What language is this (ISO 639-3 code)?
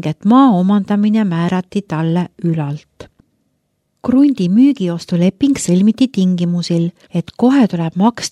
est